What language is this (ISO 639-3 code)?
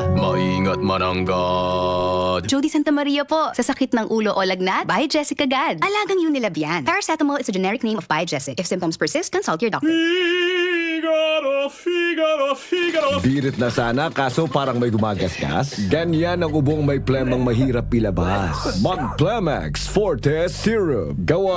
bik